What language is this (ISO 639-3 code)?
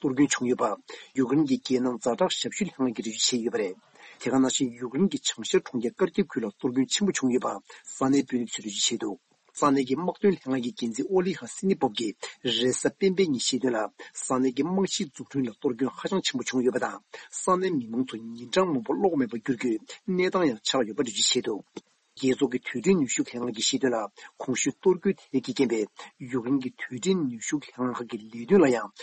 bod